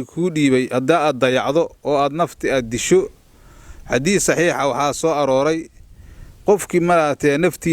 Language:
Somali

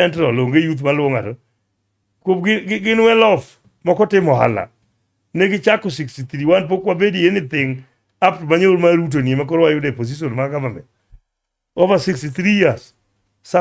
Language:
Luo (Kenya and Tanzania)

